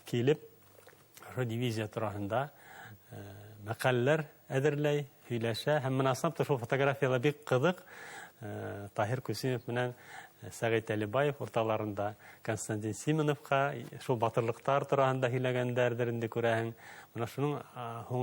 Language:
Bashkir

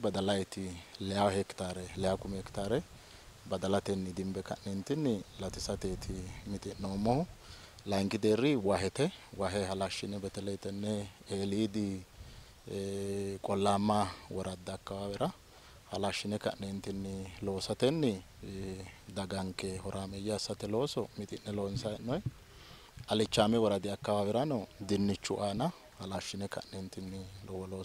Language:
Sidamo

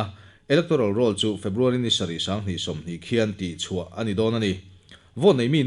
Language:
Mizo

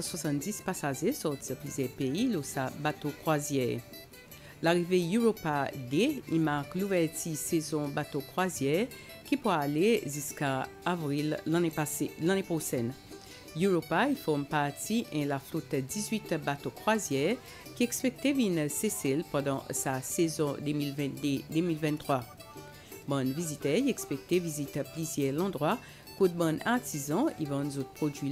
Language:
French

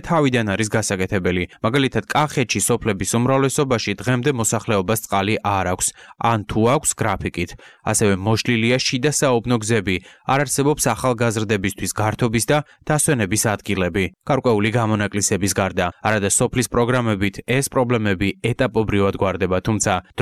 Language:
Georgian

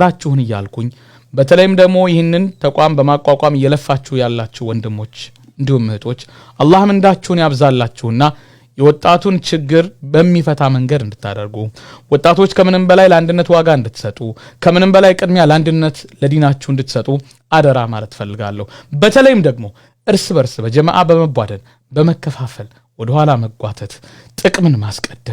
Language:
Amharic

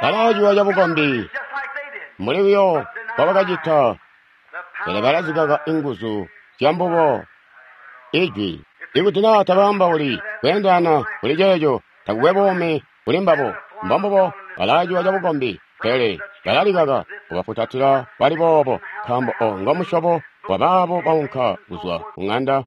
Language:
Tonga (Zambia)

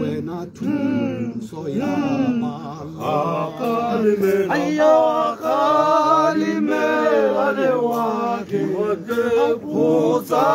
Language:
Tswana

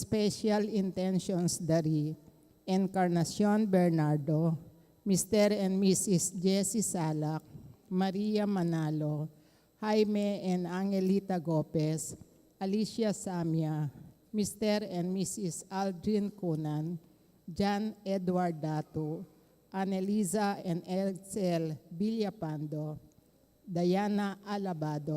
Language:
Pampanga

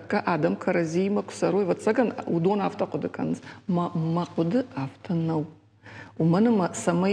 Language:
Ossetic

